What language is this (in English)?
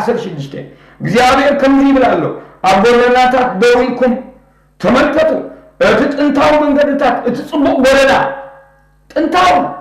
Tigrinya